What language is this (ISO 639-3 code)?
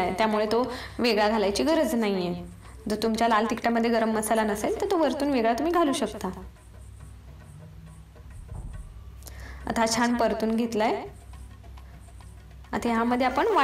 mar